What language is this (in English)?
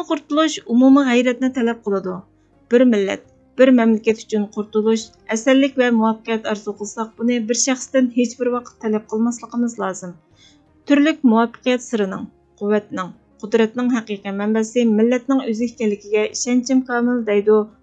Uyghur